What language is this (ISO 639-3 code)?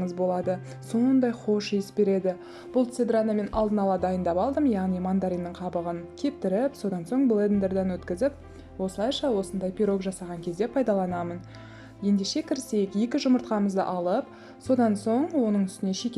kaz